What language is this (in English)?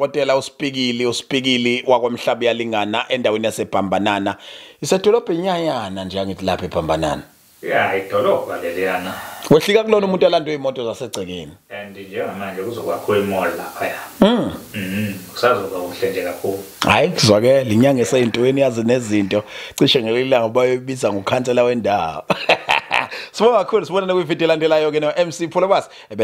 Zulu